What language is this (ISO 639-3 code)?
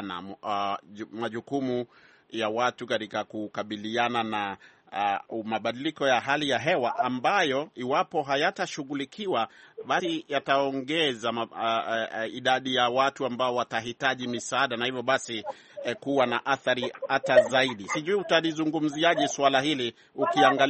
swa